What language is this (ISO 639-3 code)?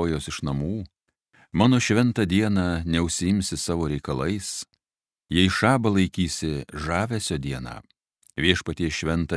lit